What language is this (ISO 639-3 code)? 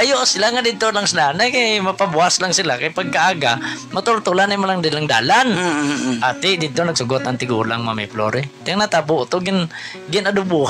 hil